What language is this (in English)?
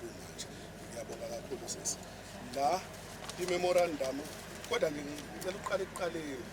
Zulu